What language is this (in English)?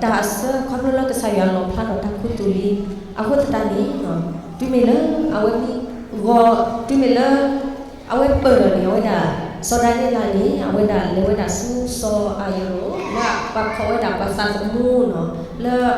S'gaw Karen